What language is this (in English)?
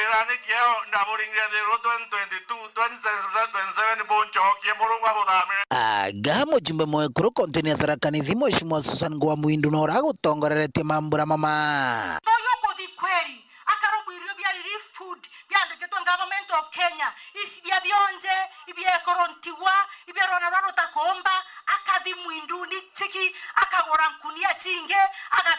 Meru